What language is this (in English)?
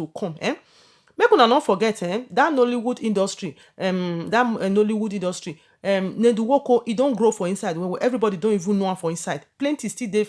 Nigerian Pidgin